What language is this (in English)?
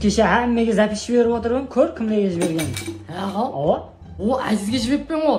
Kara-Kalpak